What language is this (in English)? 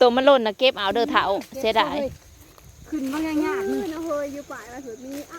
Northeastern Thai